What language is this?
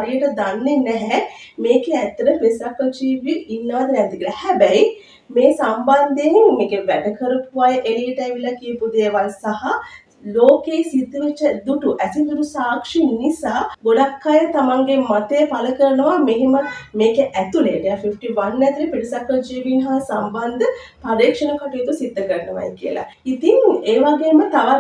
Sinhala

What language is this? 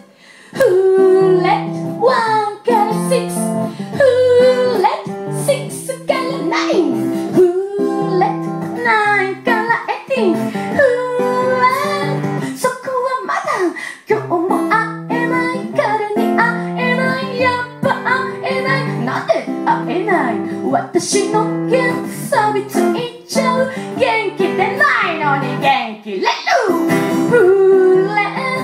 Japanese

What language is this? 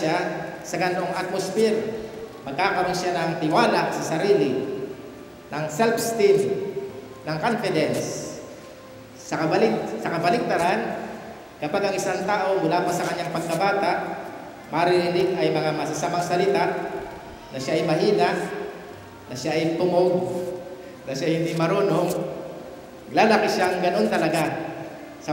Filipino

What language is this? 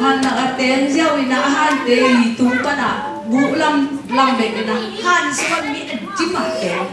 Tedim Chin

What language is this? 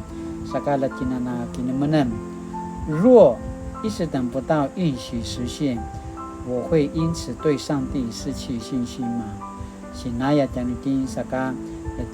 Paiwan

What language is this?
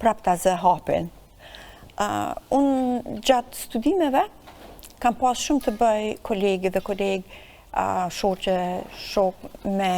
Albanian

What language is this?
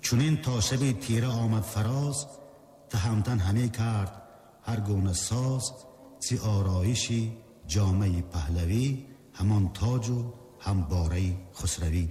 Tajik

